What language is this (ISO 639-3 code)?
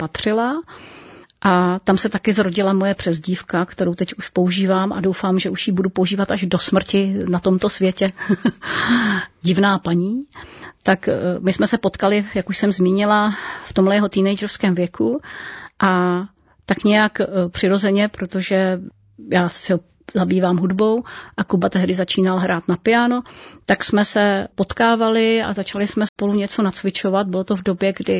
ces